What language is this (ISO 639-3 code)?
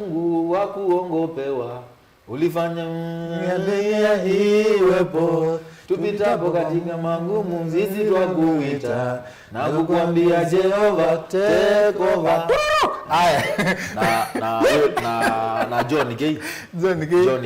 kam